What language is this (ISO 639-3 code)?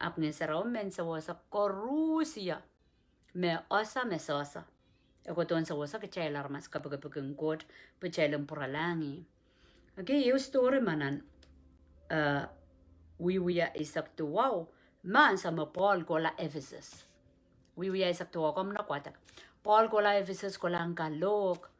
pon